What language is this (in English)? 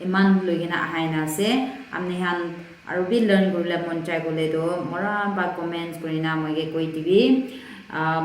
Naga Pidgin